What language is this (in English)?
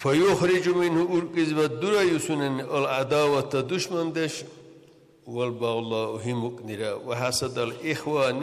Dargwa